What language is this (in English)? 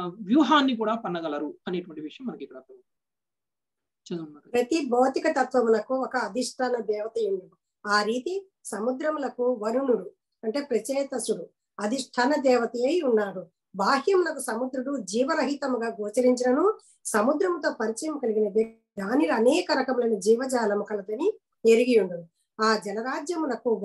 Telugu